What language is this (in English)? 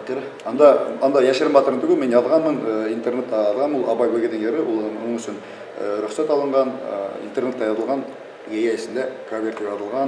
Bashkir